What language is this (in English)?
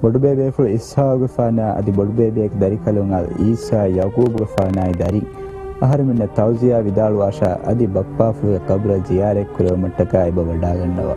Divehi